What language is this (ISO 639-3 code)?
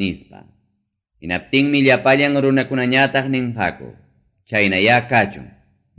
quy